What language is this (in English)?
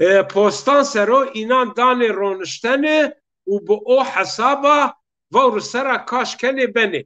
Zaza